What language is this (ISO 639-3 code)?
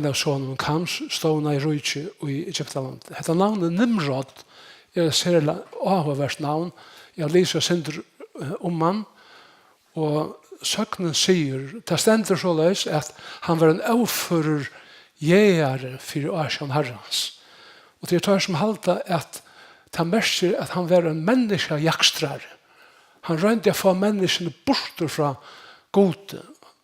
fao